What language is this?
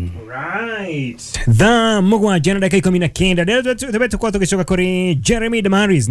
Kikuyu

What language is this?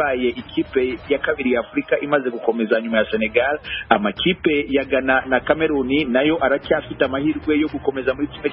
Kinyarwanda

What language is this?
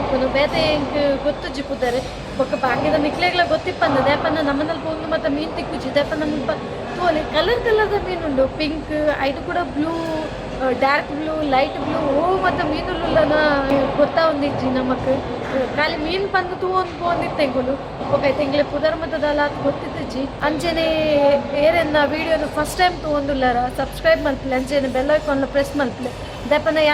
Tulu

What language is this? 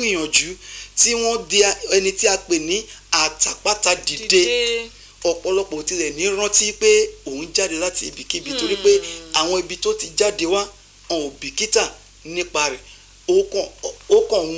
Yoruba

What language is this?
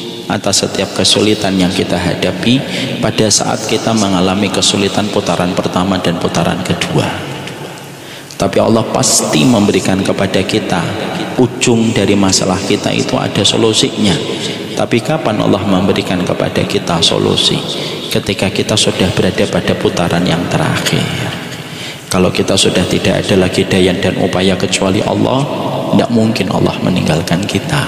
Indonesian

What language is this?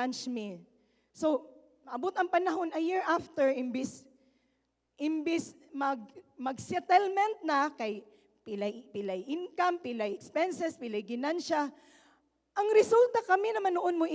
Cebuano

